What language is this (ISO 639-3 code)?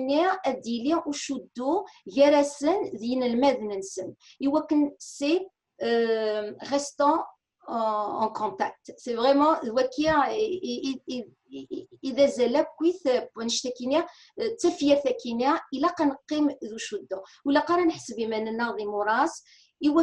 kab